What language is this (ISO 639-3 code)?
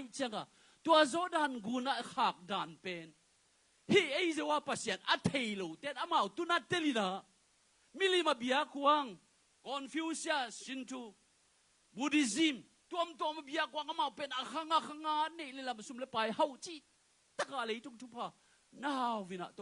ctd